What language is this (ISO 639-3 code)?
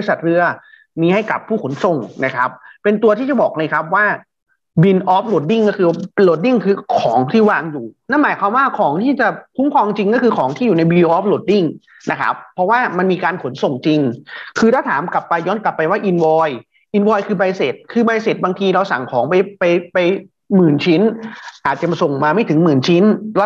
tha